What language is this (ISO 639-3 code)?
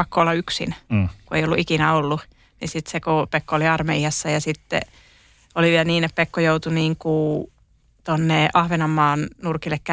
fin